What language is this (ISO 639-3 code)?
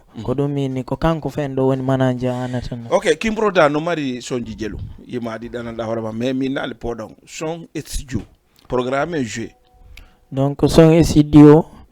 ful